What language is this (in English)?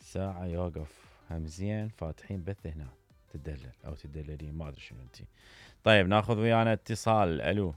Mesopotamian Arabic